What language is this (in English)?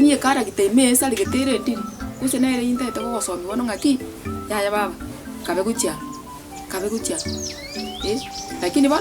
Gusii